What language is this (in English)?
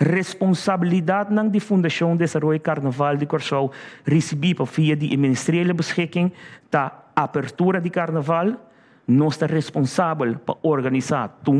Papiamento